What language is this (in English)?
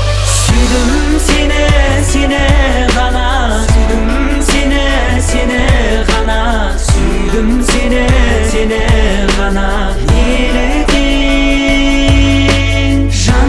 Kazakh